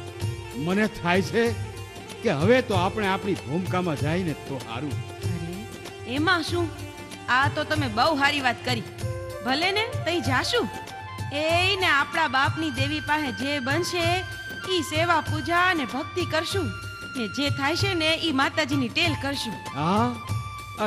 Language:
Gujarati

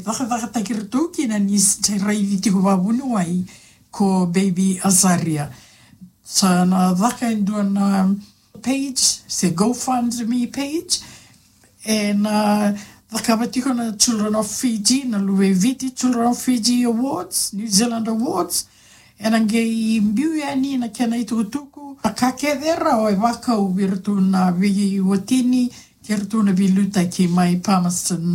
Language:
Fijian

